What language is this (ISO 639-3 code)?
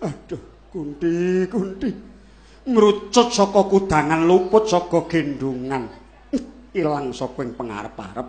jav